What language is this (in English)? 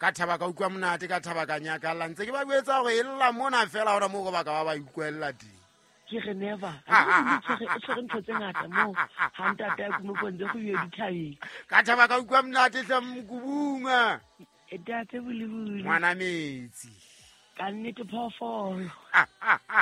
Southern Sotho